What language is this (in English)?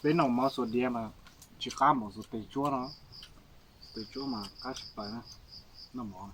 Hmong